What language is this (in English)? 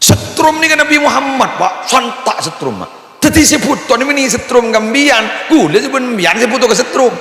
Madurese